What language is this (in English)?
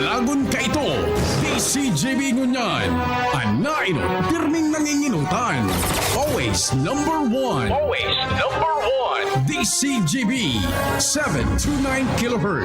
Bikol